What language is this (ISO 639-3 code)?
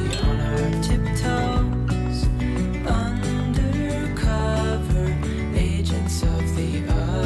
gsw